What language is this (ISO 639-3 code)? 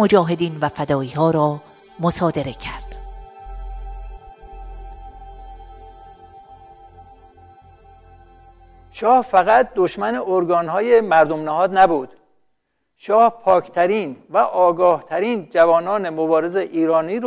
fas